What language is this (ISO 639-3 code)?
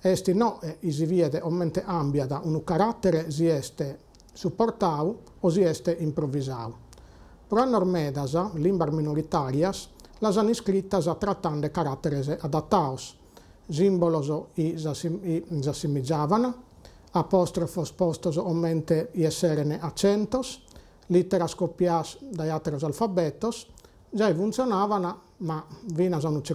srd